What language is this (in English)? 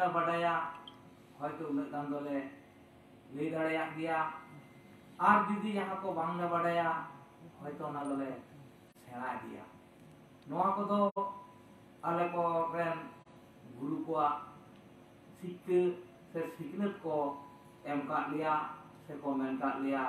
Santali